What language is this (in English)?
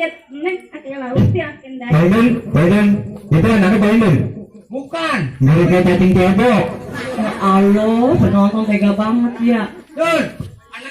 Betawi